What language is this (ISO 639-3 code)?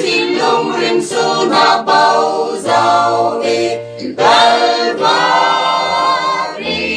cfm